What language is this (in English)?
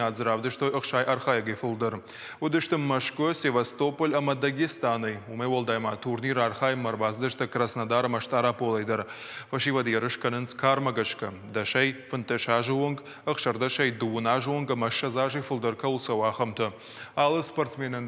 Ossetic